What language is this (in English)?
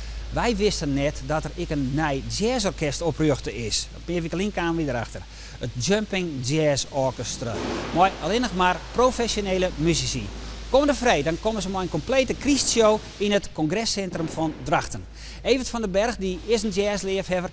Western Frisian